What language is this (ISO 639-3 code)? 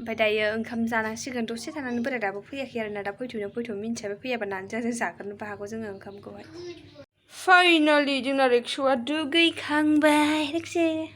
brx